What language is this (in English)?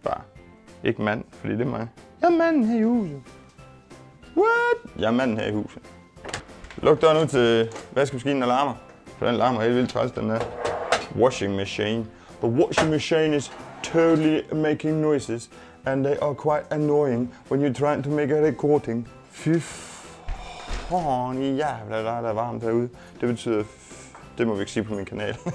Danish